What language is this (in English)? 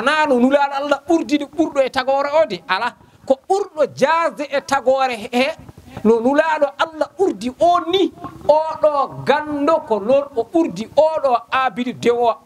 Fula